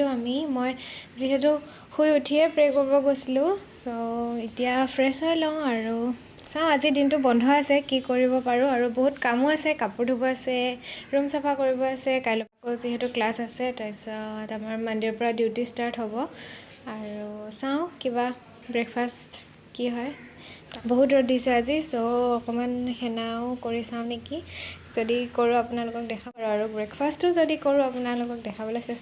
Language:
Assamese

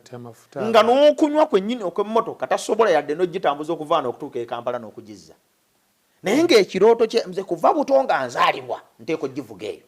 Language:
Ganda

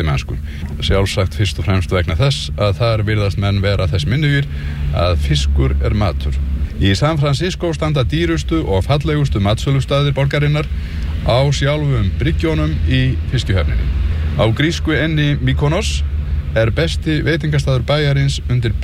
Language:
Icelandic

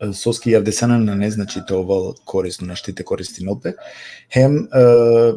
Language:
Balkan Romani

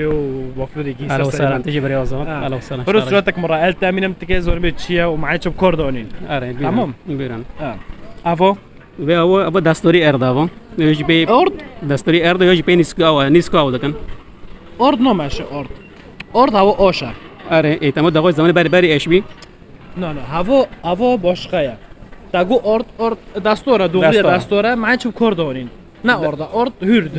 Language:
Kurdish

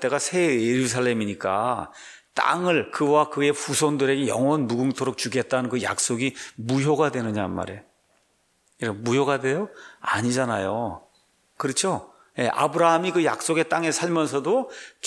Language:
Korean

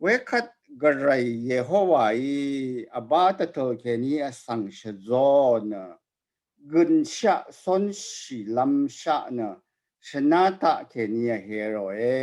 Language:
Rawang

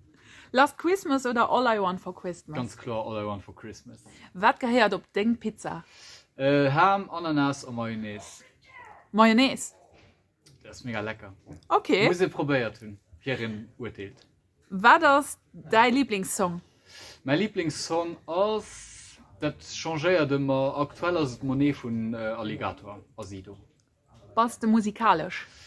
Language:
Luxembourgish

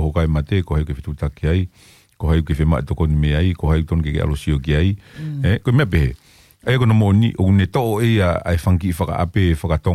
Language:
Tongan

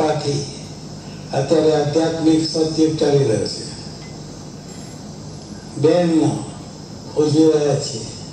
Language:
Gujarati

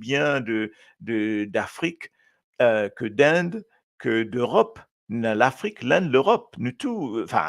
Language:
Morisyen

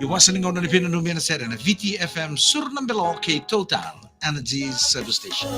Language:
Fijian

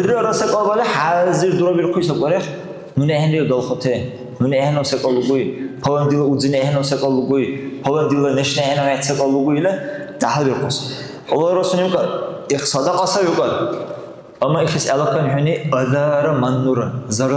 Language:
Dargwa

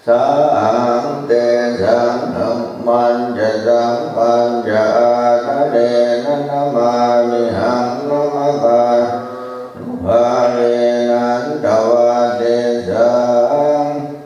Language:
Pali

